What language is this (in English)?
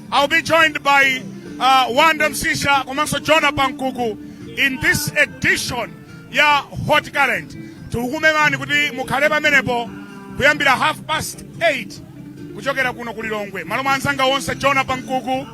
Nyanja